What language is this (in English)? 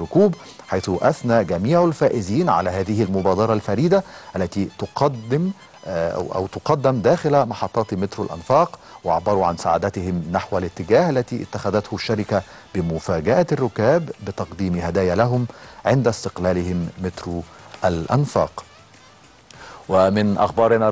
Arabic